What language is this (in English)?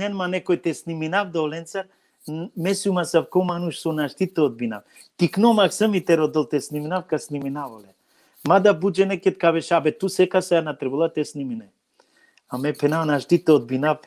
Balkan Romani